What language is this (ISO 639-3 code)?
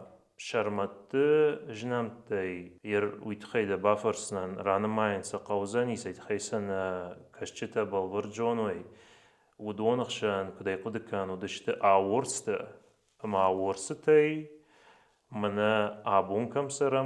oss